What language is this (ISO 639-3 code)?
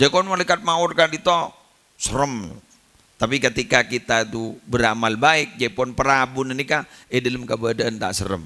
mad